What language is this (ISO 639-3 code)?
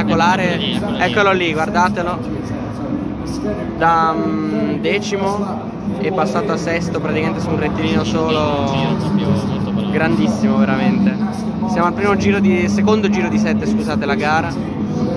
ita